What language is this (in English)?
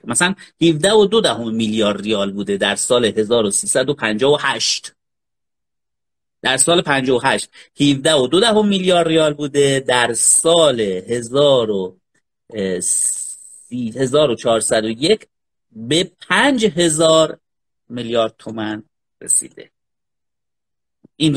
Persian